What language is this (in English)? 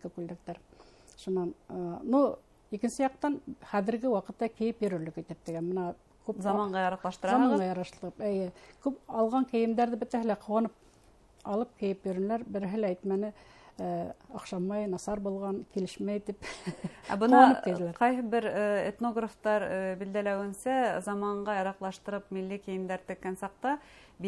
Bashkir